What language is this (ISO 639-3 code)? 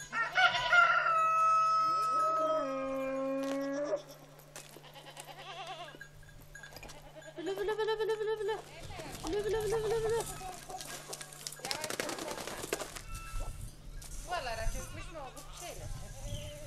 tur